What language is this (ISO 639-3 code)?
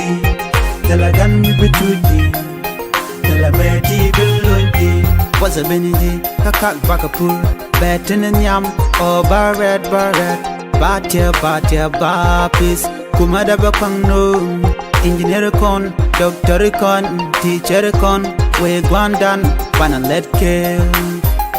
nus